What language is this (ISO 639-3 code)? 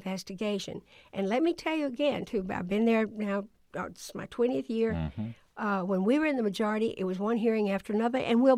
eng